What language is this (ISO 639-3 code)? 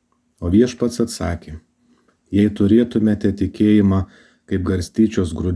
lit